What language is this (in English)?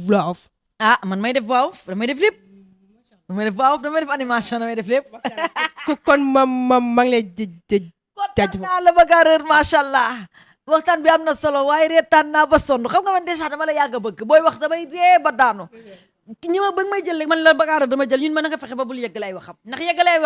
Wolof